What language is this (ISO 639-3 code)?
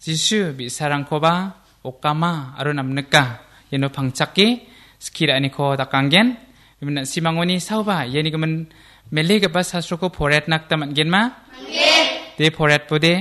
grt